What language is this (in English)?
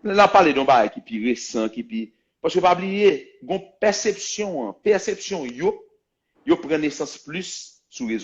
Haitian Creole